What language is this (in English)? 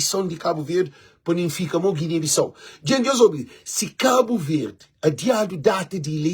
Kabuverdianu